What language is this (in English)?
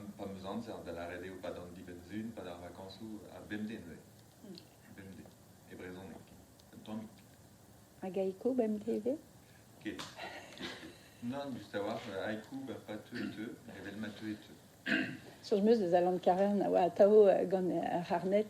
Breton